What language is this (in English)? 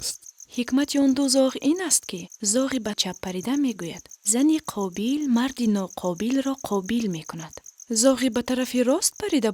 Tajik